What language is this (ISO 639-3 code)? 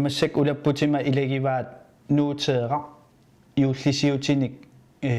kal